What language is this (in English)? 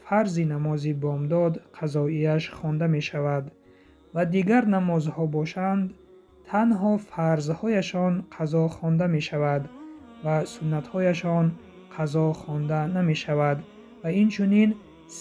Tajik